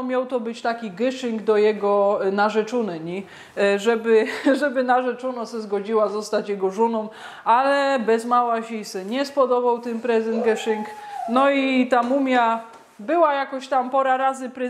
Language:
Silesian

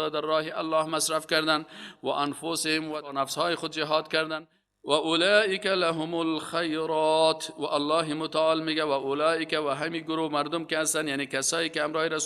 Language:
Persian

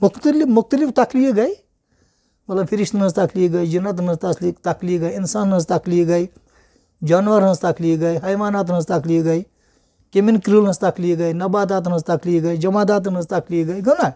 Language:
Kashmiri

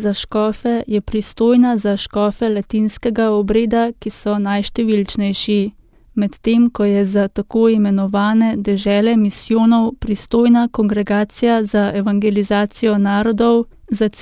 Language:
Slovenian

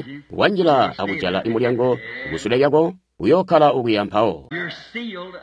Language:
Tonga (Zambia)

